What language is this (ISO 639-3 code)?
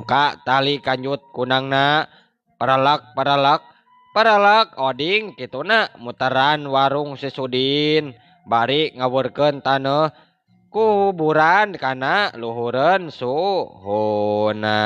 sun